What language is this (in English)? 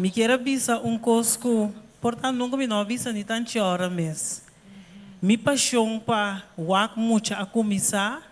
Papiamento